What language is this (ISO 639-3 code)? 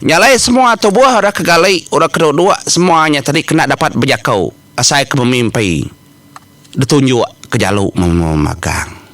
iba